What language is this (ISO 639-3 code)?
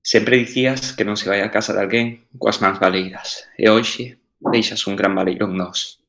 glg